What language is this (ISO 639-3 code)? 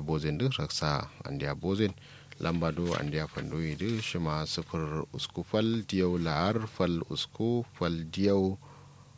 kau